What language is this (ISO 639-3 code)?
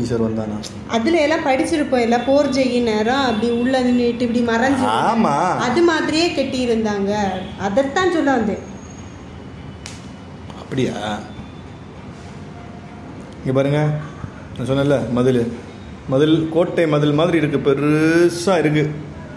tam